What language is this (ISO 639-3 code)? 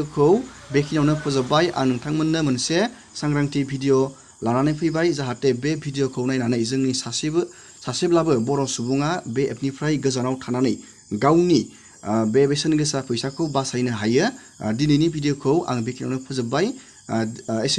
brx